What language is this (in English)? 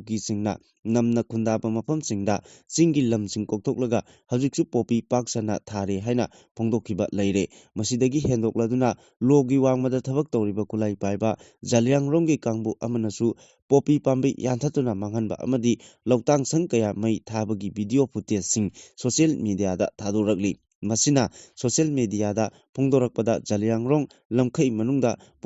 Manipuri